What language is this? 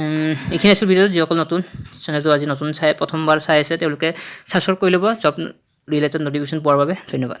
Assamese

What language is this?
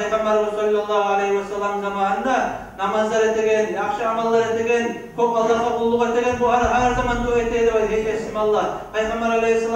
Kumyk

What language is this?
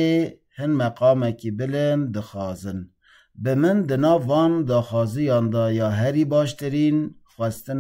Kurdish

